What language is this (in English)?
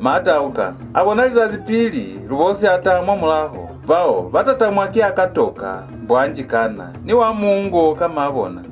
Lozi